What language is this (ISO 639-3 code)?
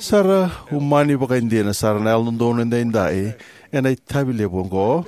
fij